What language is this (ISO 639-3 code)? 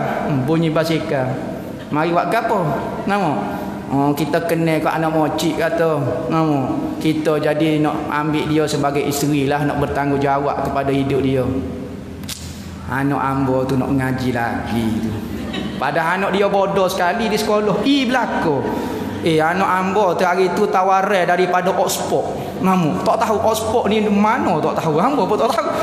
msa